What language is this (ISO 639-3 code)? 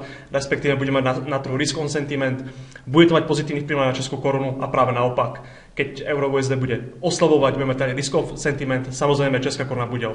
slk